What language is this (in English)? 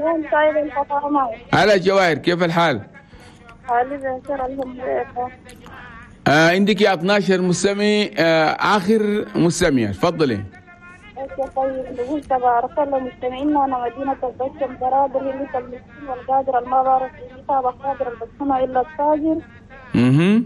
Chadian Arabic